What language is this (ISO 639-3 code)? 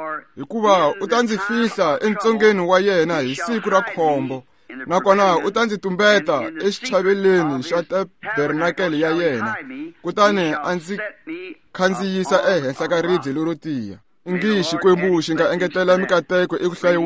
tso